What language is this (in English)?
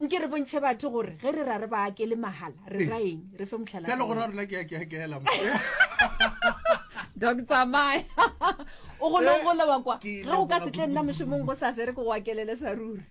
Northern Sotho